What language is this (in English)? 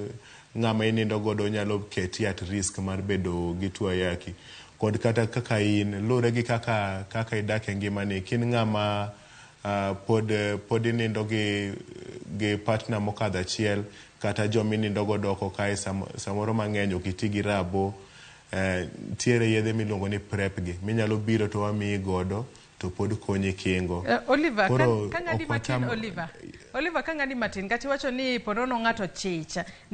Luo (Kenya and Tanzania)